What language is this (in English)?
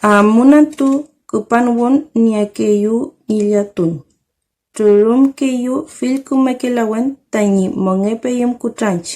Mapuche